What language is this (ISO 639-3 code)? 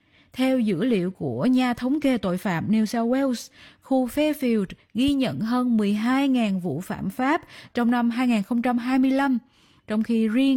vie